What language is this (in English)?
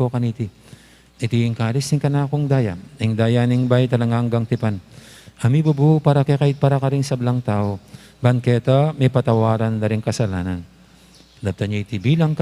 Pampanga